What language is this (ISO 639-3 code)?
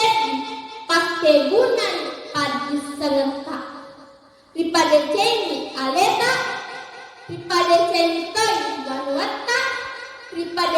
bug